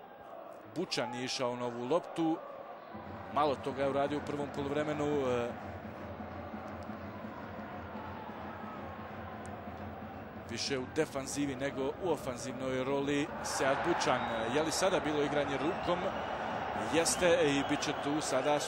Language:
Bosnian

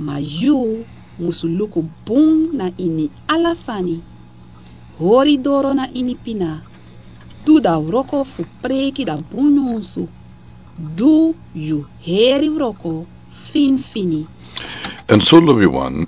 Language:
Sranan Tongo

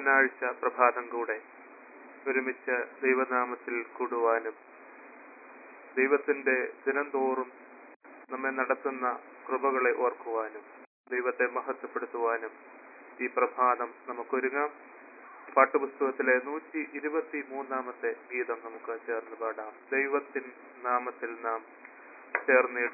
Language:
Malayalam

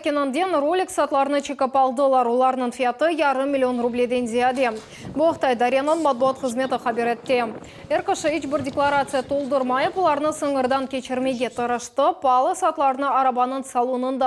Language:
Crimean Tatar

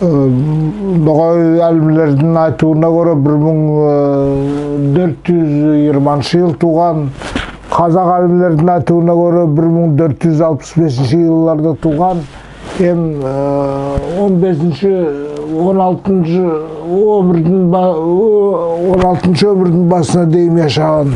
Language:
Nogai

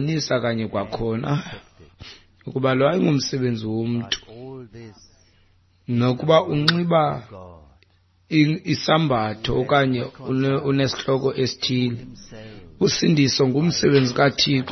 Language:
Xhosa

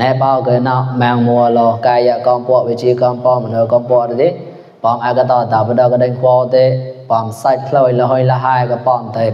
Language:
Mon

